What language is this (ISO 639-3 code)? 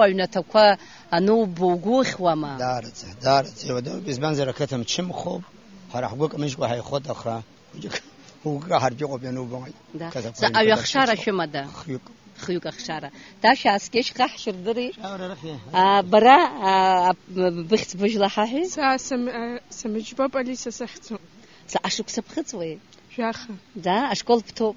abk